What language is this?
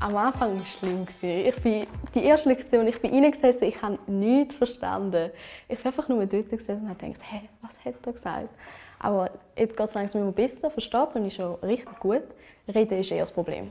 Romansh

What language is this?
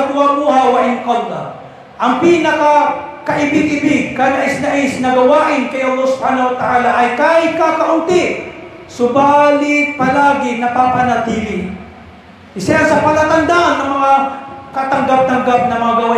Maranao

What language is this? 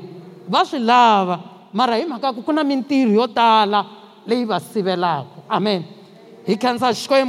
Tsonga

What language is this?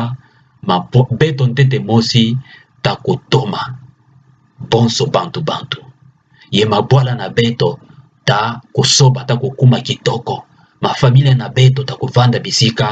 Kituba (Democratic Republic of Congo)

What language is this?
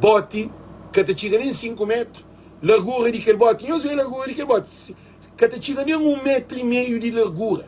Kabuverdianu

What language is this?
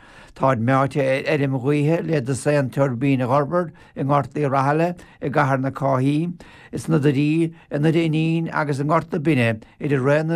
Irish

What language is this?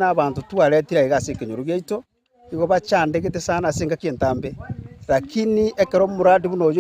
Gusii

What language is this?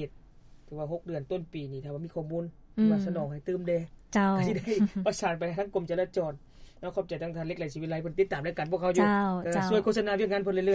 Lao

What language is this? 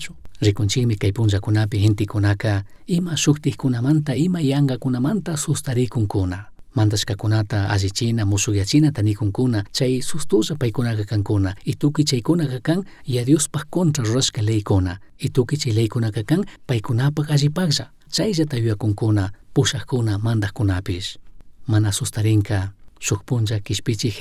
Chimborazo Highland Quichua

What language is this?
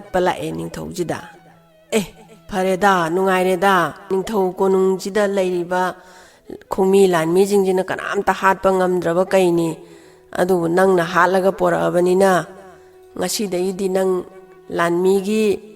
Manipuri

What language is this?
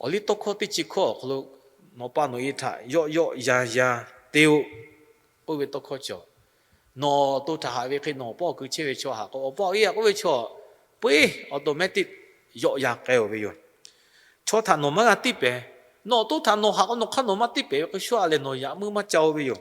Lahu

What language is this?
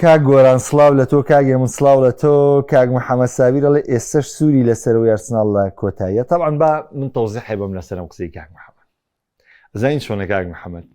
Central Kurdish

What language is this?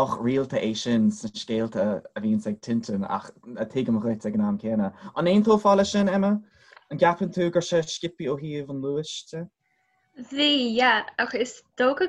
Irish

